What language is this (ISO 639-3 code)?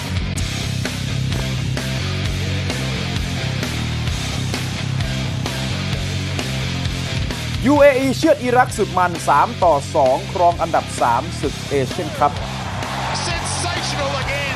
tha